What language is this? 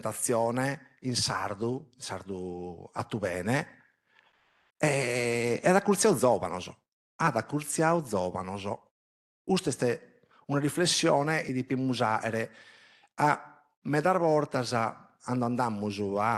Sardinian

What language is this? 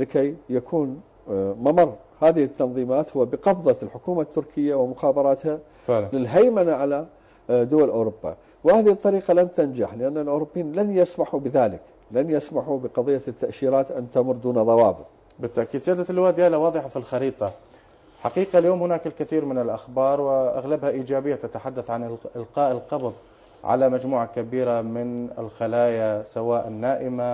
Arabic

